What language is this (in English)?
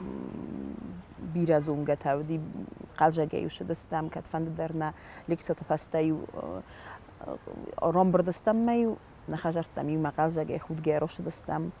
Ossetic